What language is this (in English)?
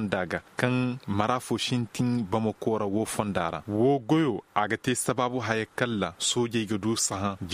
Koyraboro Senni